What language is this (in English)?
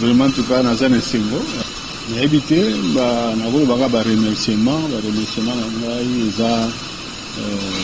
Lingala